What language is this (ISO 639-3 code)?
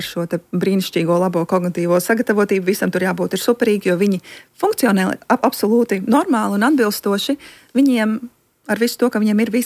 lav